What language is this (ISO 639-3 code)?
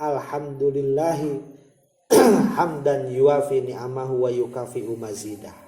sun